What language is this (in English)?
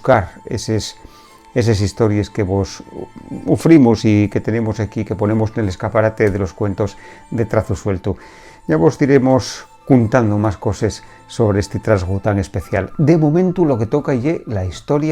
Asturian